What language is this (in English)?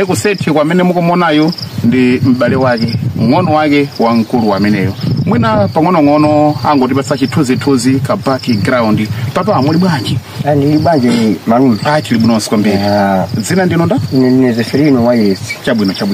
Nyanja